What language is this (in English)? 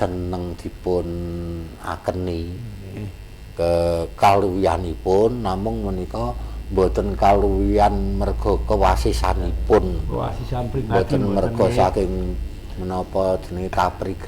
Javanese